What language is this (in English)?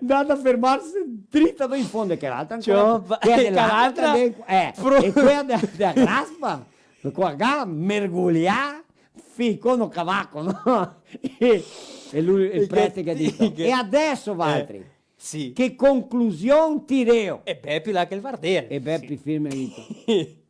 Venetian